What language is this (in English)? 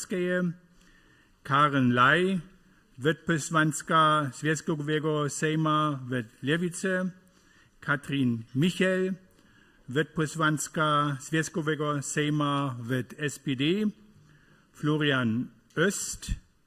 Upper Sorbian